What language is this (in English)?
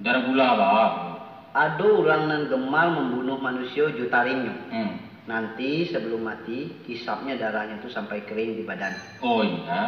Minangkabau